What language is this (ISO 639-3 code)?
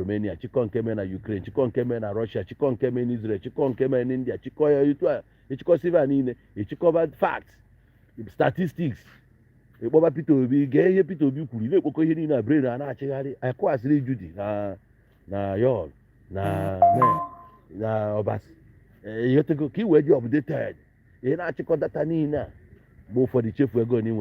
ibo